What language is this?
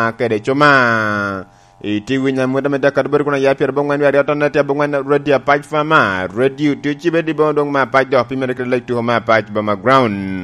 Lango (Uganda)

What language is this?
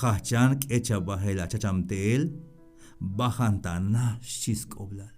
Tzeltal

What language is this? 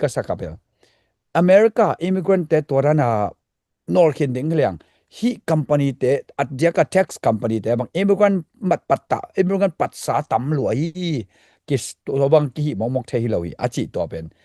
Tedim Chin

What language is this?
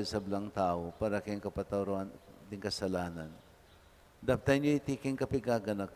Pampanga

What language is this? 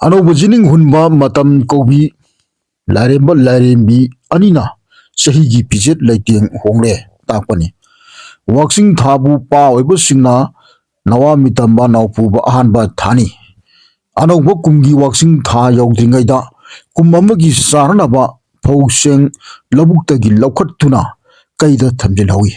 Manipuri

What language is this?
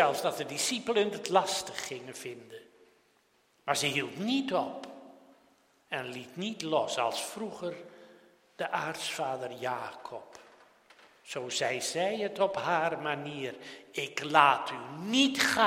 Dutch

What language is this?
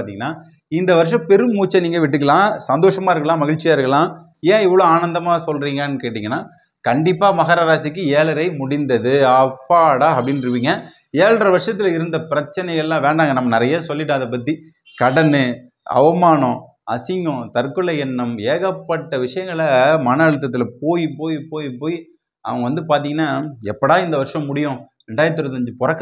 Tamil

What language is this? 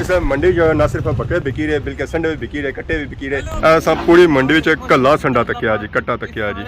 Pahari-Potwari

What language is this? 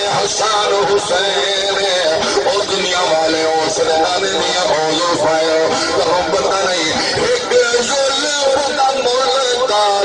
Saraiki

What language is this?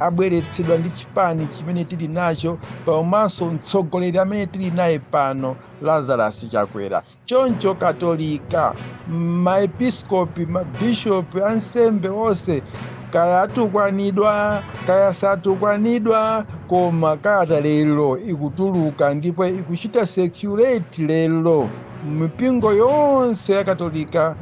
Nyanja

